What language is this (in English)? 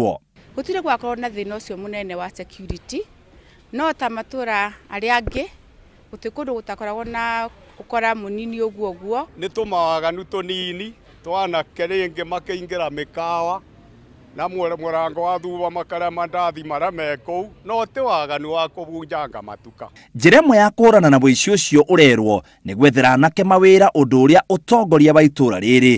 Kikuyu